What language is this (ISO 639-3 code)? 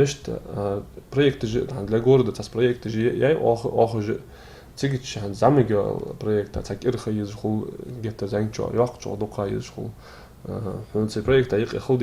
inh